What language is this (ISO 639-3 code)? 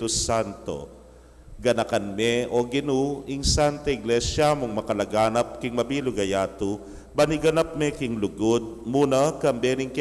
pam